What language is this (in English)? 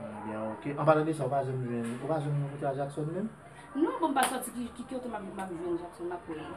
Haitian Creole